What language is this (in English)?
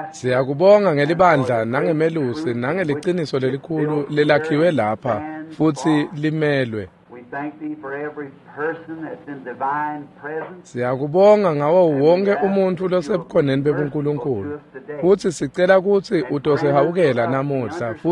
Swati